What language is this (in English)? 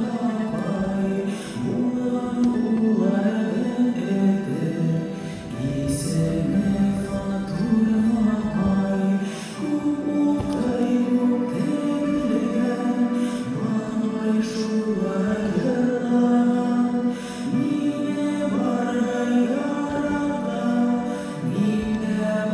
Bashkir